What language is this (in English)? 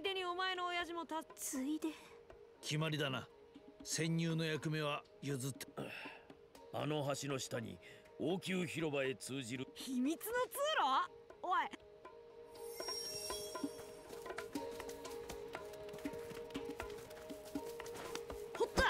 Japanese